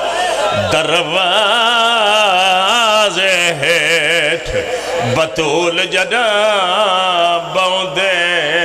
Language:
Pahari-Potwari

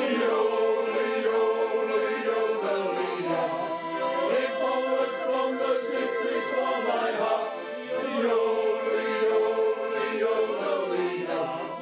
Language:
Western Frisian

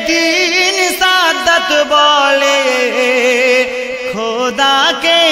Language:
Bangla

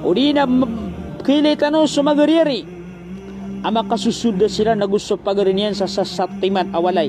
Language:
Maranao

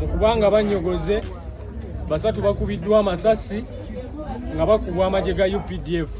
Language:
Ganda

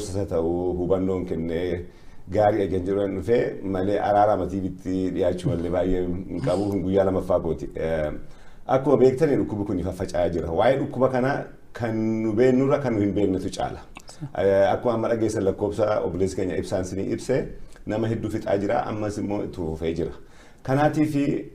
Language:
Oromo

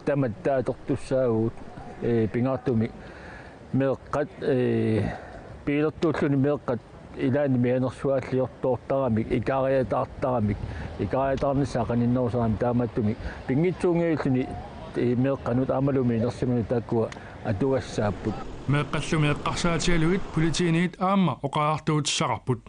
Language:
Kalaallisut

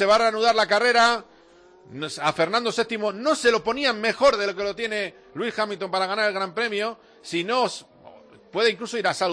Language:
Spanish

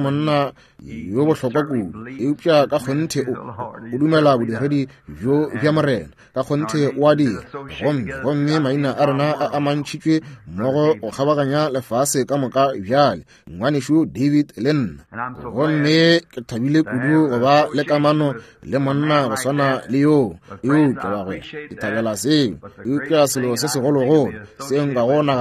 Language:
Northern Sotho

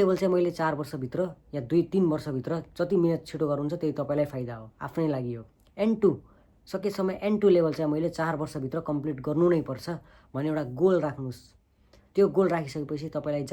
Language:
Nepali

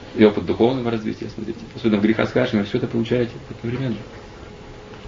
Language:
Russian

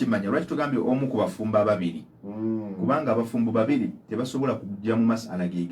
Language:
Ganda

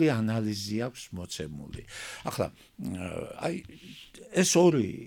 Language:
Georgian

